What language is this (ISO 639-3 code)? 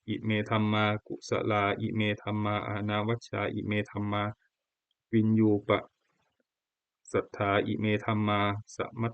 pli